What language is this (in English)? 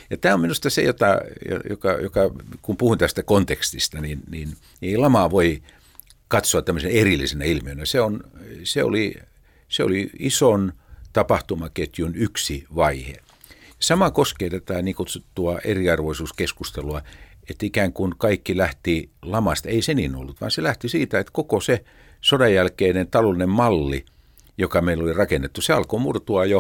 Finnish